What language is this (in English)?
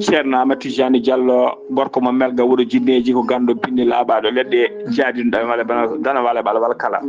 Fula